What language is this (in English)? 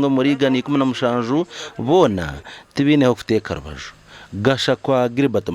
Nyankole